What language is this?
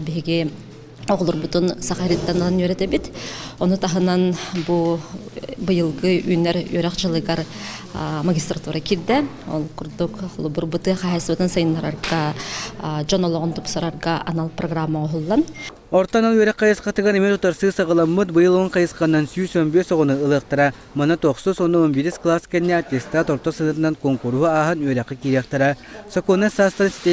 Yakut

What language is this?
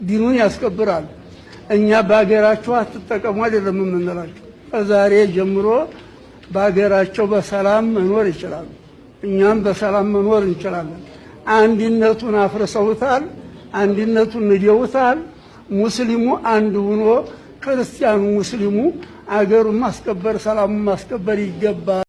Amharic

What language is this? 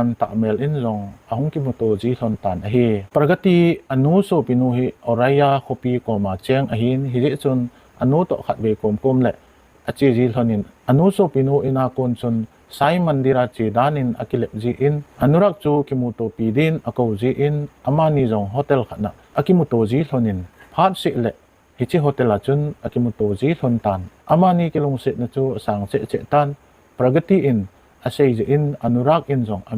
Thado Chin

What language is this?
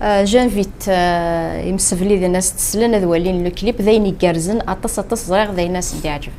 Kabyle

